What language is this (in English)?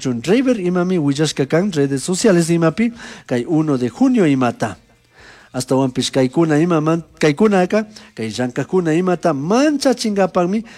Chimborazo Highland Quichua